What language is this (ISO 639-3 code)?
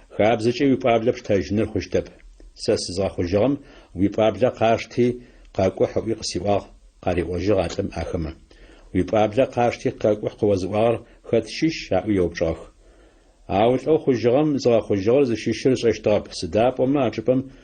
ady